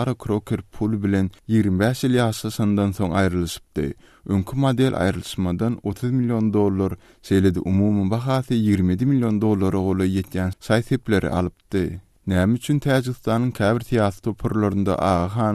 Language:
Turkmen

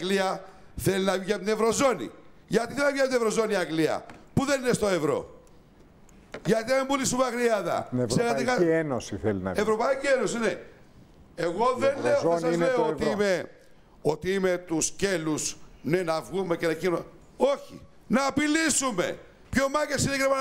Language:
Greek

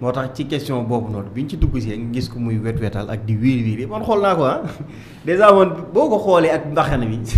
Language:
Wolof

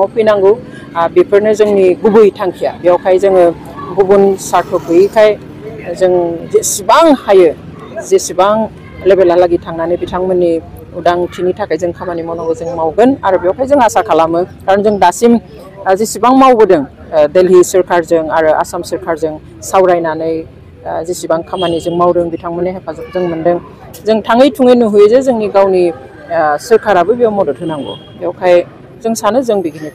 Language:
Bodo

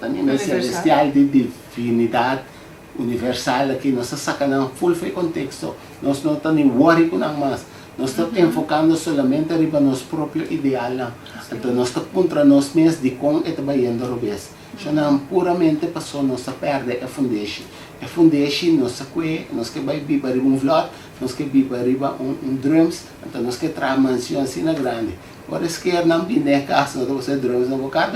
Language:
Papiamento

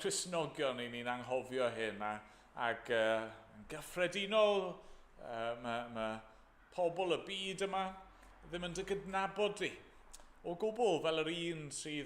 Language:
Welsh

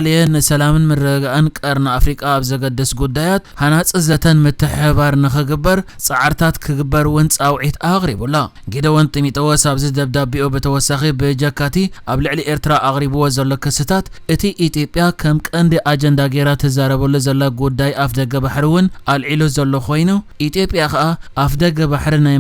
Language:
Tigrinya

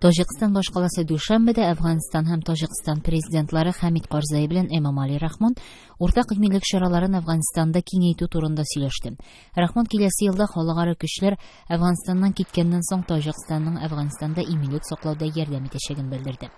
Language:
Tatar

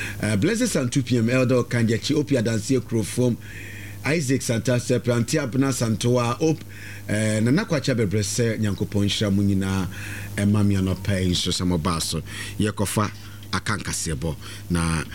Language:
Akan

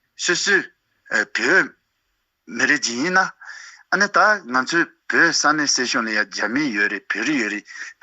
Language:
Tibetan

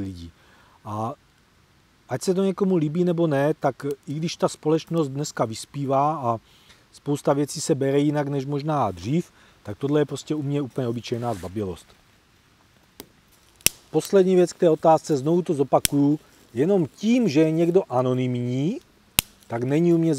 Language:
Czech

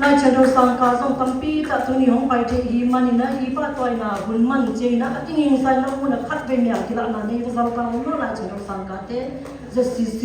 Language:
Siyin Chin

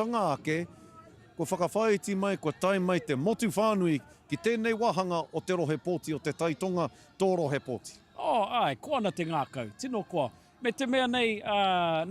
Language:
Māori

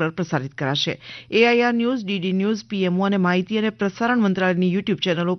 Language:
Gujarati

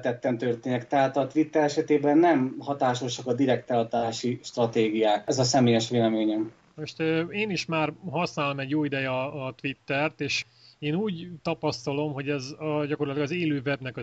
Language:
Hungarian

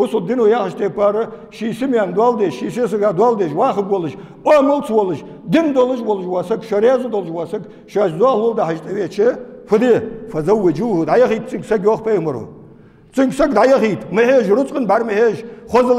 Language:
Ingush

